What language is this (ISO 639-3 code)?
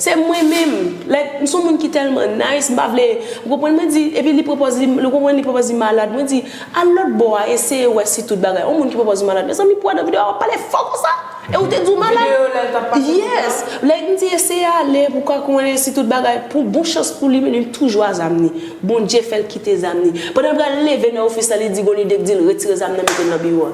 hat